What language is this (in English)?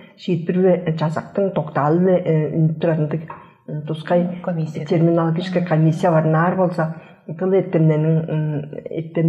Tuvinian